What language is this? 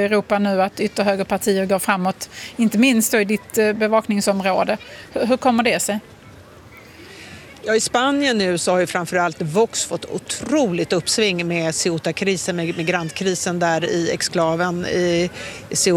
Swedish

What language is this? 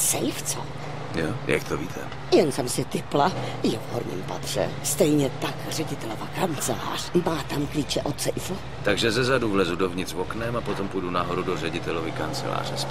Czech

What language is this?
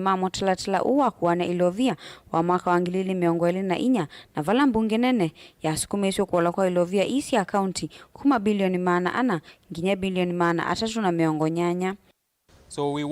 Kamba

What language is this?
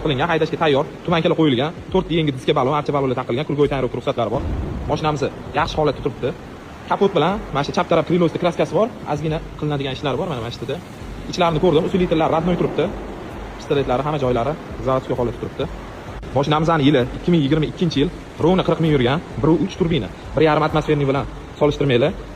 Uzbek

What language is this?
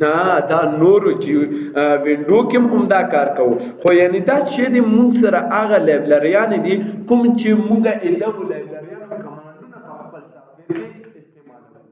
Pashto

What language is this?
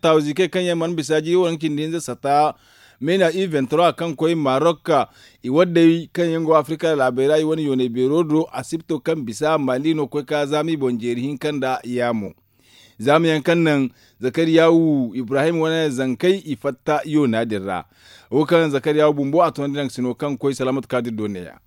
Zarma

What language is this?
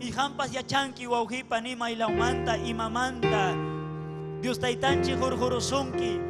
Ayacucho Quechua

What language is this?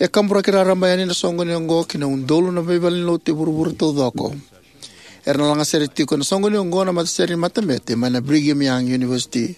Fijian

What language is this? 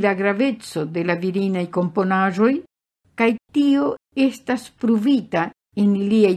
Esperanto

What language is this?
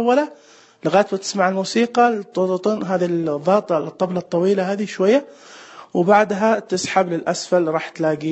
Najdi Arabic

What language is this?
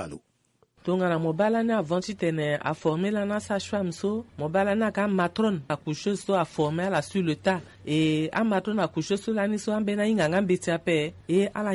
Sango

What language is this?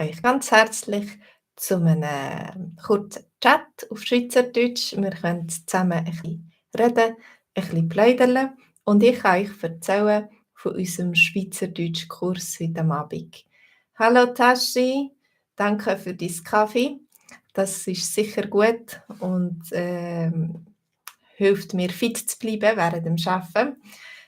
Swiss German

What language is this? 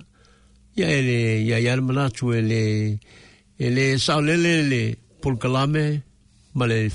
Samoan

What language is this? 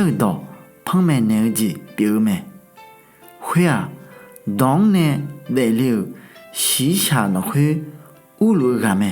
Akha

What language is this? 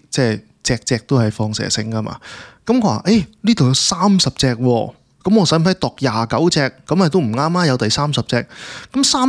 Cantonese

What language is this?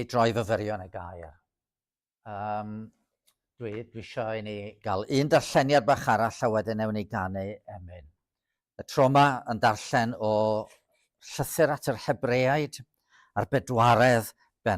Welsh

